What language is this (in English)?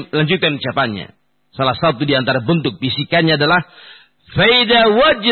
Indonesian